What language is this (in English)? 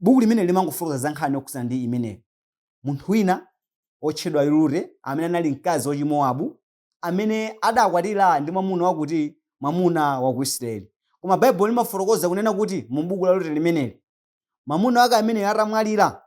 Nyanja